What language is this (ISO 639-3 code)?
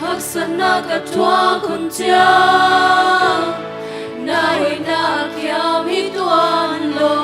ctd